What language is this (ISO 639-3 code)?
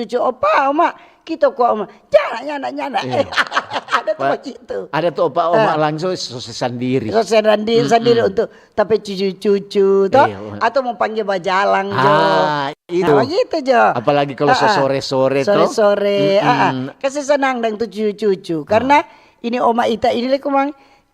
xmm